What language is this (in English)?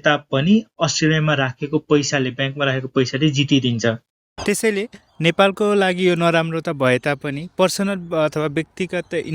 Nepali